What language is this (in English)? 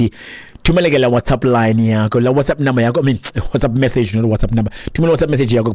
Xhosa